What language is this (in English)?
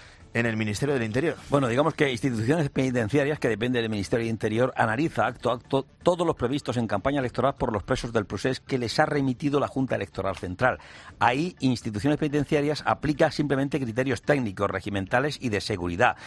Spanish